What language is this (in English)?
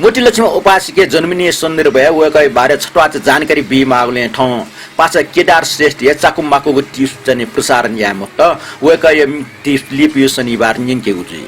Newari